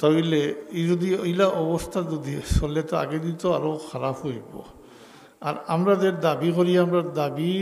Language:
Sylheti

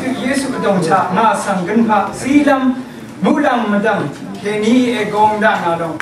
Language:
Rawang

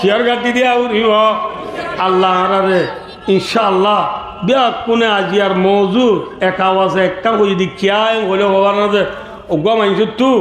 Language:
Rohingya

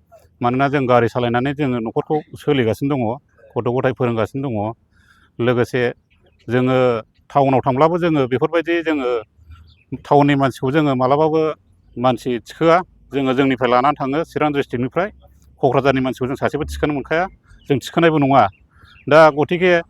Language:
Bodo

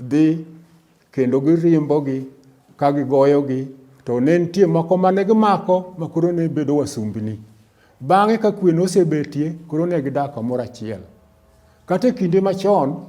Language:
Luo (Kenya and Tanzania)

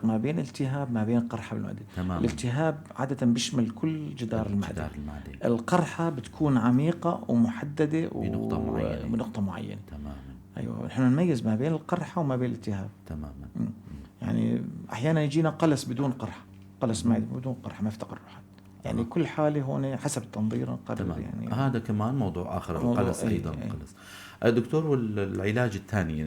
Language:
North Levantine Arabic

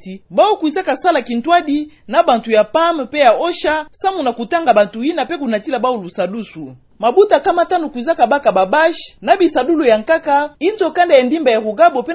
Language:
Kituba (Democratic Republic of Congo)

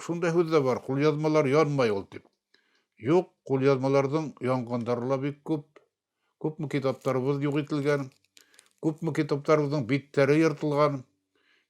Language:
Bashkir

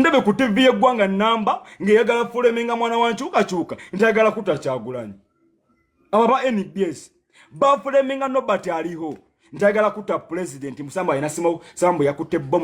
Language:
Ganda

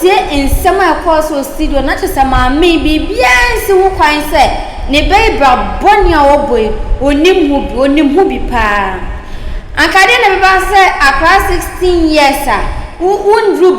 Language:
Akan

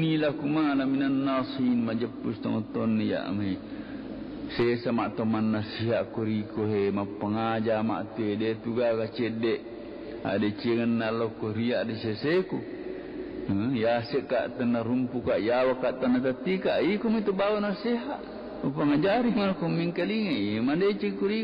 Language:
Buginese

